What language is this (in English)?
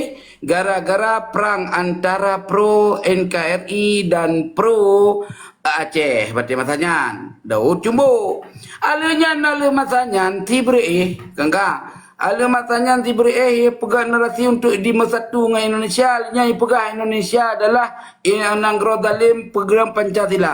Achinese